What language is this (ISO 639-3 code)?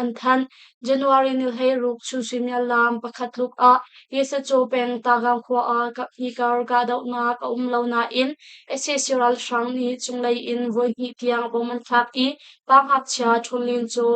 cnh